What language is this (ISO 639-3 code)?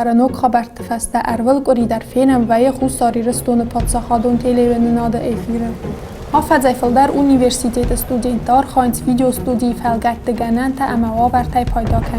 oss